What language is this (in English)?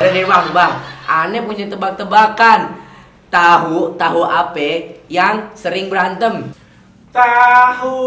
Betawi